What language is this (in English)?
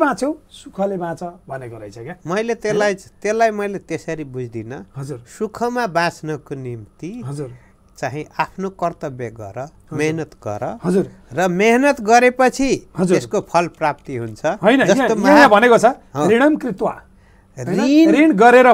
Nepali